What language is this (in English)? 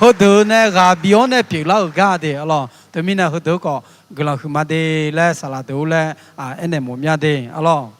Akha